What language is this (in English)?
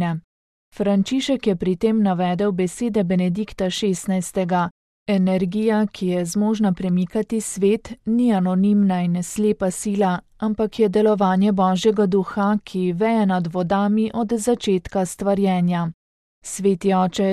Slovenian